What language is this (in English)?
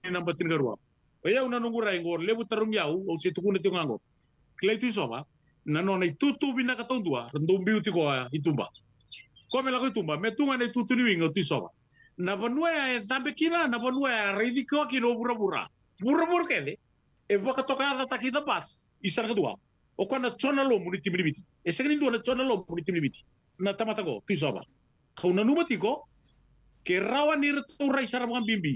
Fijian